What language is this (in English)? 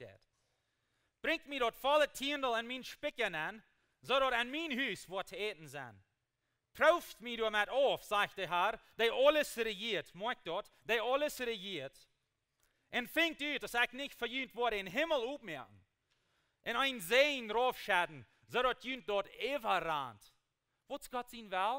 Plautdietsch